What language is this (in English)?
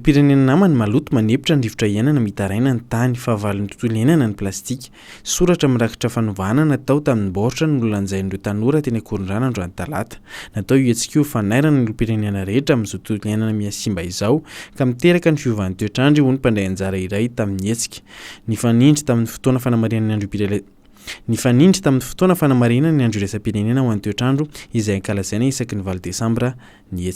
Malagasy